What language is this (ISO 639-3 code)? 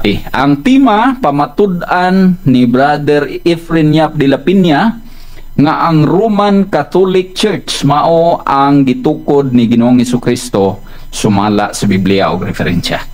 ceb